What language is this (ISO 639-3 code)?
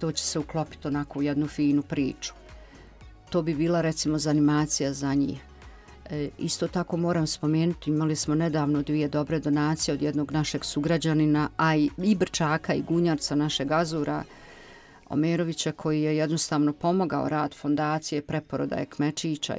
bos